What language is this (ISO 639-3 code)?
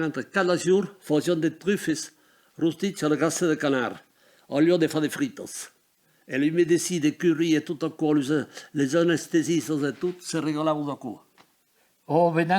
oci